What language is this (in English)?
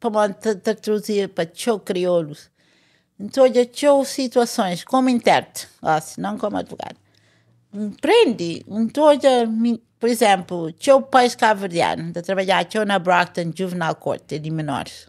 Kabuverdianu